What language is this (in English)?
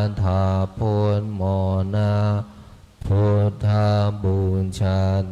Pali